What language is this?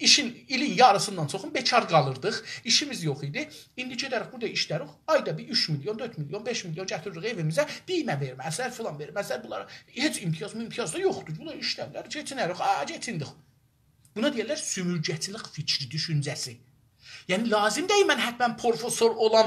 South Azerbaijani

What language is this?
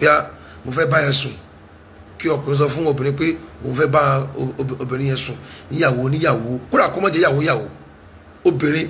Yoruba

